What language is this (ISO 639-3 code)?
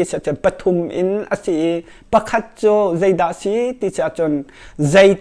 cnh